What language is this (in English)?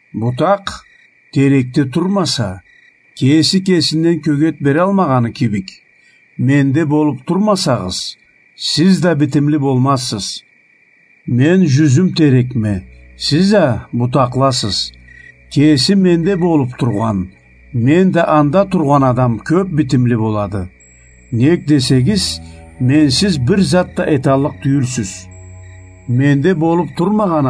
Karachay-Balkar